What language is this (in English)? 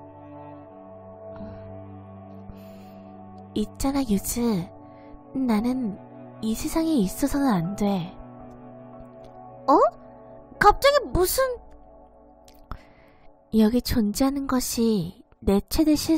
Korean